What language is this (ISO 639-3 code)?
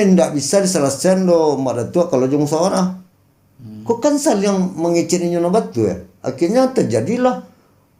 min